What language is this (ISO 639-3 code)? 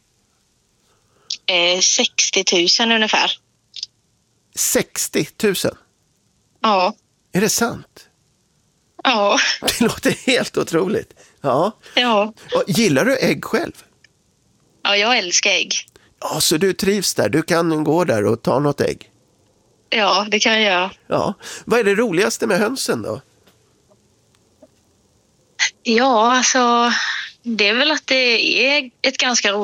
swe